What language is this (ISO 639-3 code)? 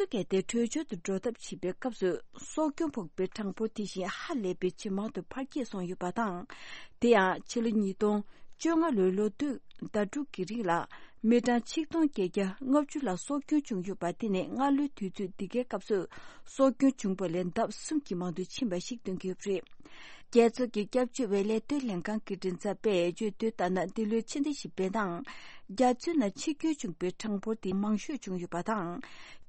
bod